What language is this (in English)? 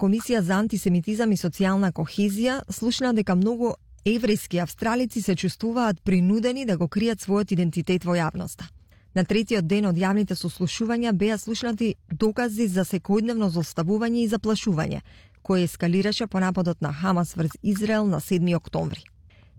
Macedonian